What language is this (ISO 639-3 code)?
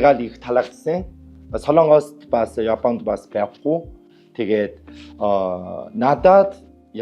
mon